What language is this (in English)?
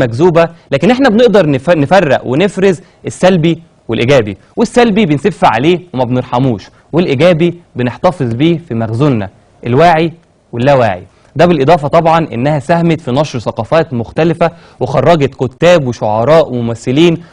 Egyptian Arabic